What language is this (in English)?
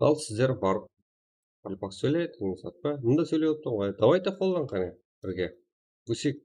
Kara-Kalpak